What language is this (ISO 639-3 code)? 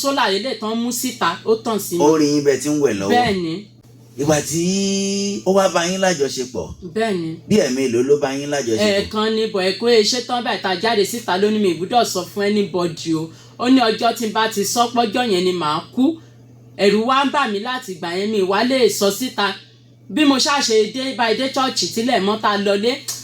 yor